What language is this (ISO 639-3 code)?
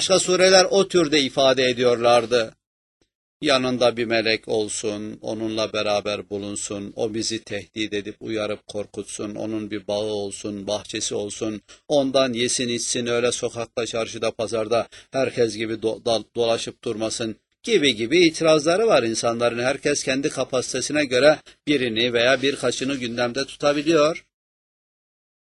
tur